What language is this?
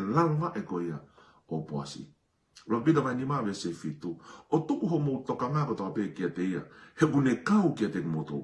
Tongan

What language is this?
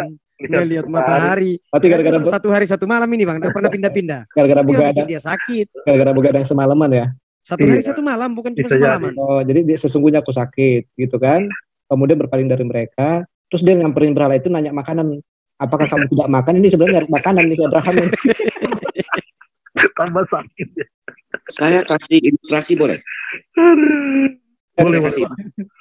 Indonesian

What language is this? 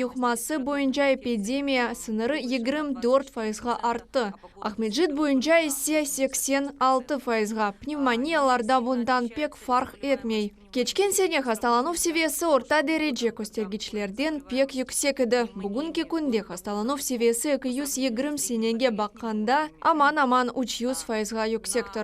Crimean Tatar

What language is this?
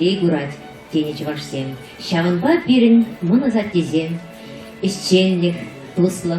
Chuvash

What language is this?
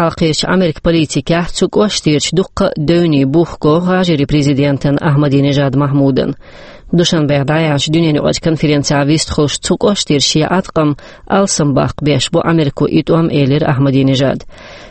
Chechen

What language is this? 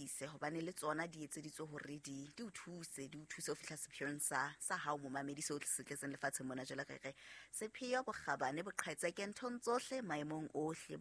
Southern Sotho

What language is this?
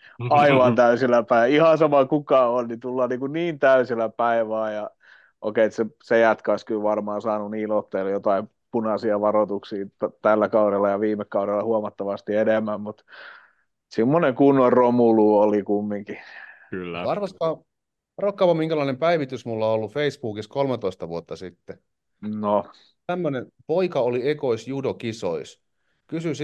Finnish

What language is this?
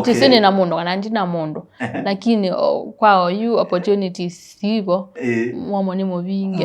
Kamba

